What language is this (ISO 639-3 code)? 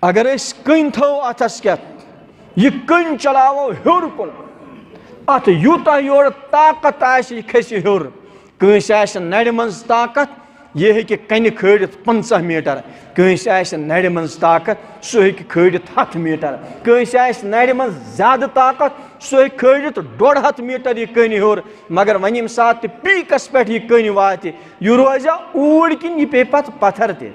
kas